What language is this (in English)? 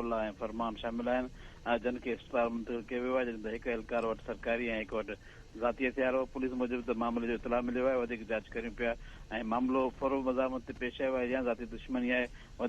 Sindhi